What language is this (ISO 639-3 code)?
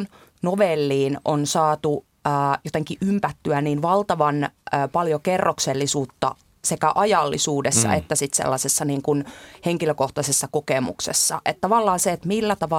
fin